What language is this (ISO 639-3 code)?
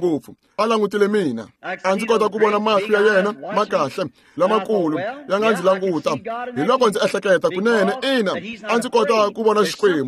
tso